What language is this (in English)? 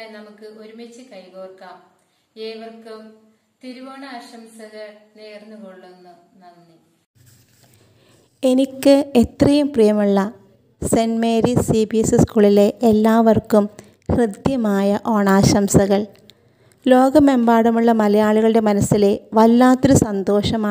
Malayalam